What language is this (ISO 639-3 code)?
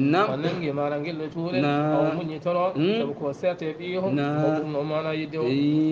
ful